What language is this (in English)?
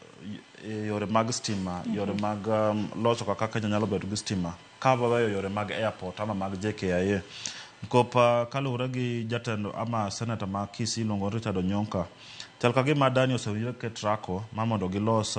Luo (Kenya and Tanzania)